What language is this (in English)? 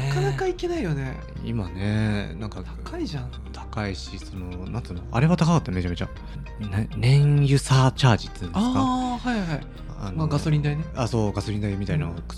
Japanese